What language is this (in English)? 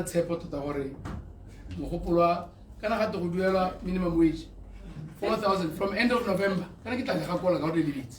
Tswana